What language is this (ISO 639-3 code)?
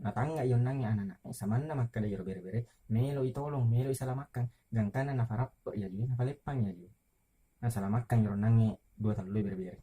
bug